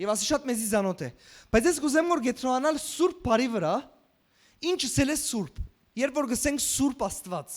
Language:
Western Armenian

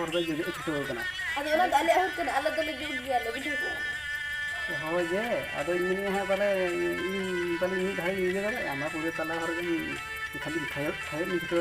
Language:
Santali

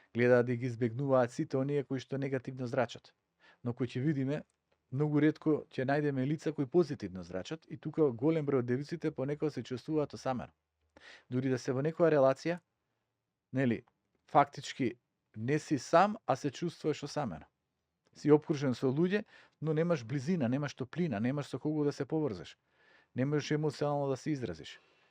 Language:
Macedonian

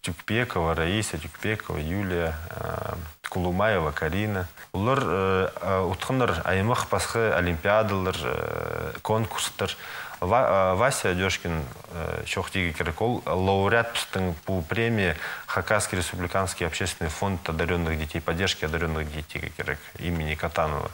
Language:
Khakas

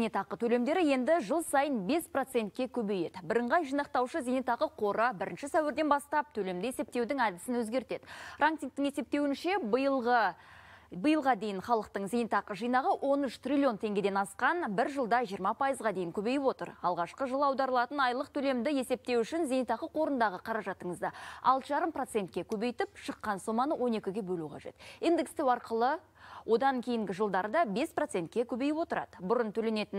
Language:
Kazakh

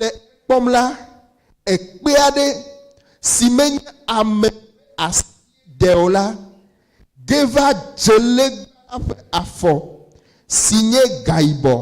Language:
Ewe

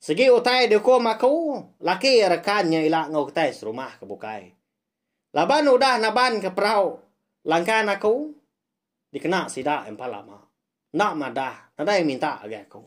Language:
Iban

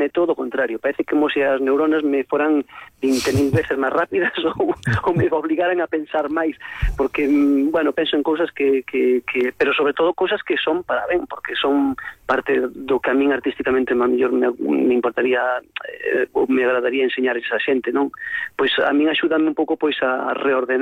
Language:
Galician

